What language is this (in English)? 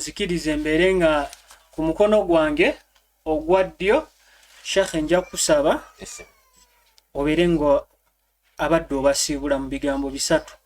Ganda